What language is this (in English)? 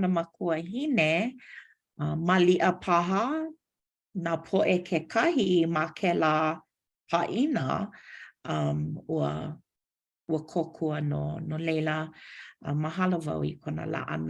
Hawaiian